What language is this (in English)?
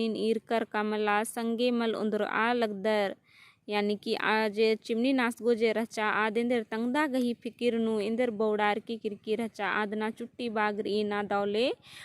Kurukh